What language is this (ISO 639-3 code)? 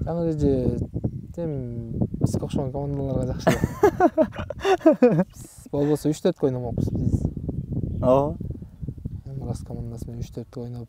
kir